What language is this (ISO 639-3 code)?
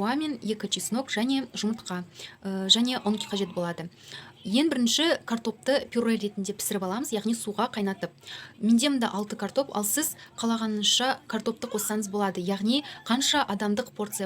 kaz